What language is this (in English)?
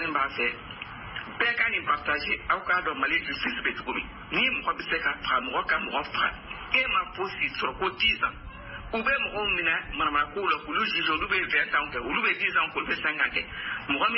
Bambara